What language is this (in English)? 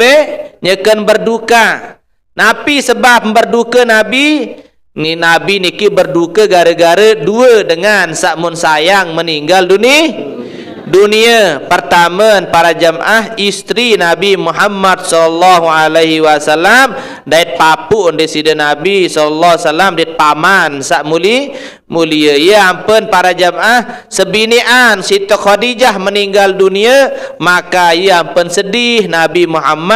Sasak